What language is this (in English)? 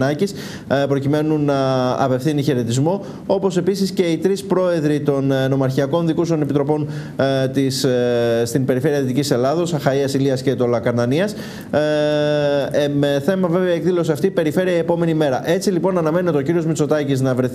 Greek